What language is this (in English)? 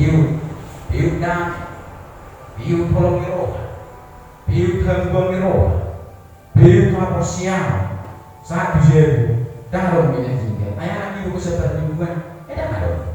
Batak Toba